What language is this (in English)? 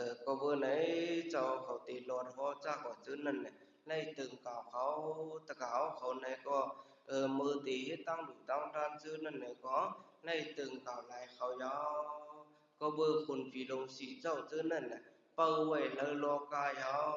Shan